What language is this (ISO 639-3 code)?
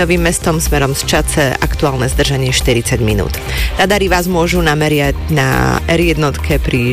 slk